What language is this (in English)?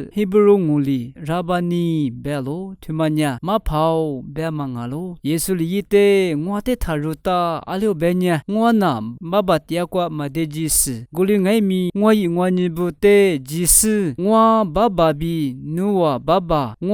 Lisu